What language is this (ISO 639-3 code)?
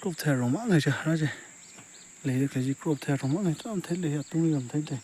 nmf